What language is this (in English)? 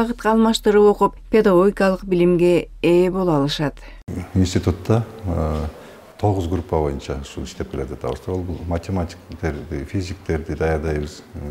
Kyrgyz